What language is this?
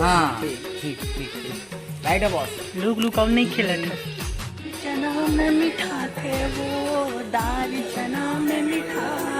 Chhattisgarhi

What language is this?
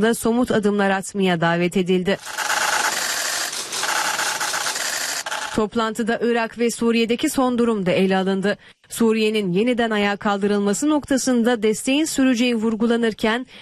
Turkish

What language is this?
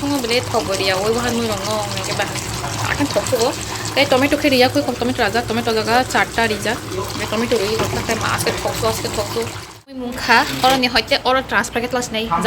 Kok Borok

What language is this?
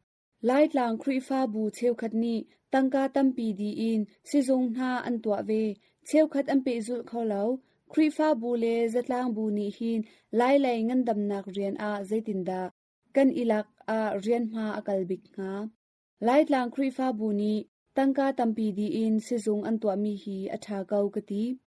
Hakha Chin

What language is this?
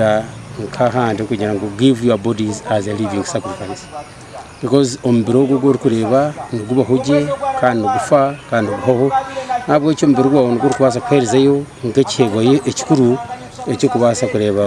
Nyankole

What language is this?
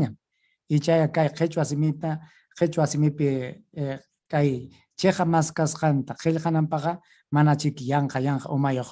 Ayacucho Quechua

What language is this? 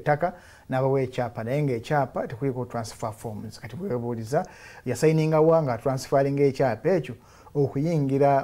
Ganda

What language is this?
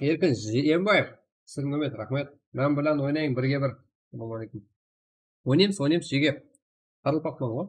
Kara-Kalpak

